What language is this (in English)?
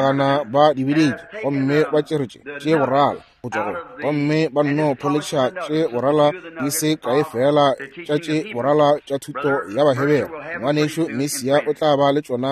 Northern Sotho